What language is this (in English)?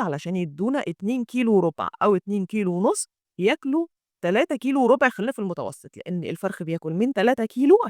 Egyptian Arabic